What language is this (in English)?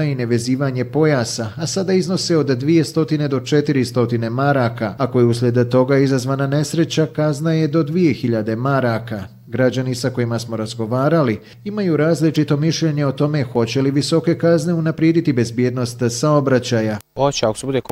Bosnian